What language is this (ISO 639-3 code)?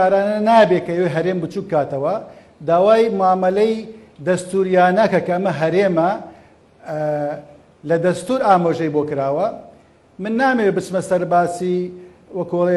ckb